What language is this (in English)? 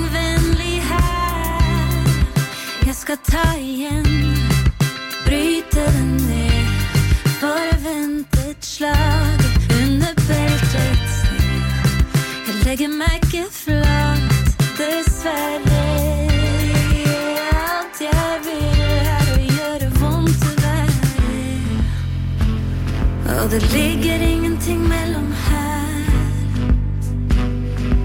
Norwegian